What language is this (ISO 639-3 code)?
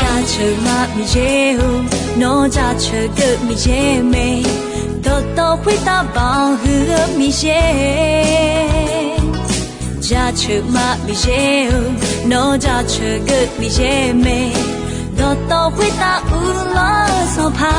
ahk